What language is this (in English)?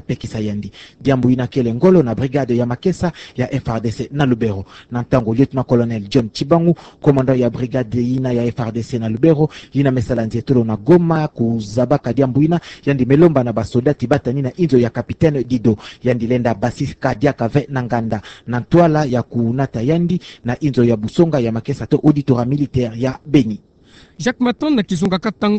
Kituba (Democratic Republic of Congo)